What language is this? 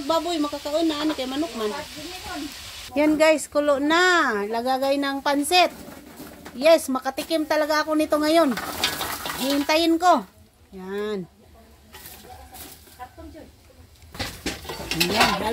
Filipino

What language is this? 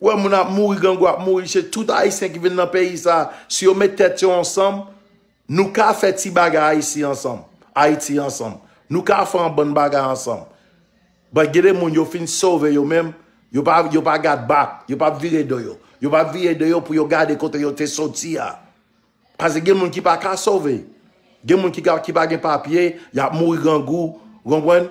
Haitian Creole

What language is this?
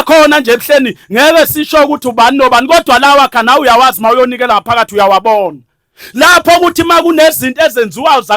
Zulu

